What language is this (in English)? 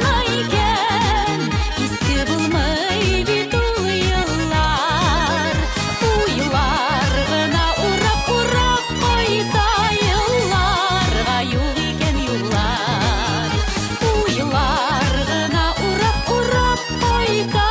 Tatar